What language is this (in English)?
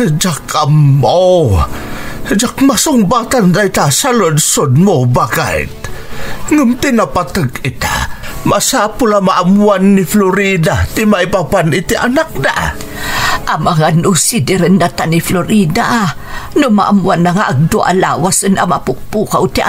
Iloko